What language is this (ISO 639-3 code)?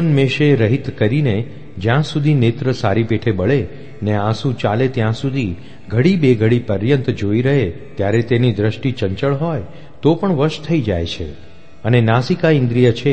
guj